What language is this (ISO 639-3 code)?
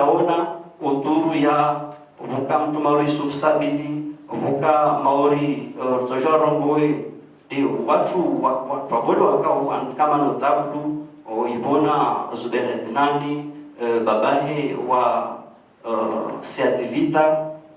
zdj